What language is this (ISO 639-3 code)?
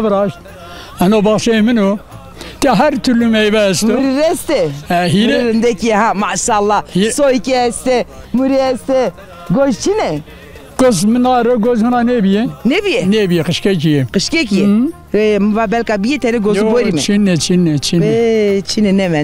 zza